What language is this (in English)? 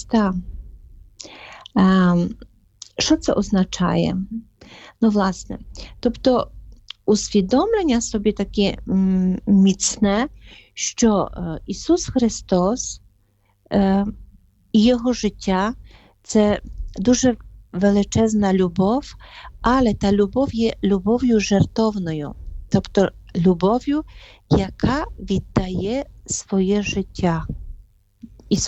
Ukrainian